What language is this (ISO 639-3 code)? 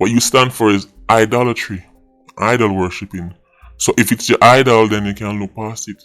jam